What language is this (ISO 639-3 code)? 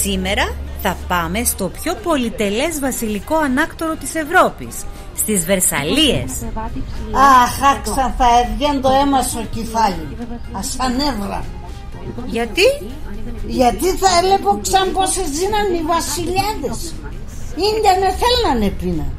pnt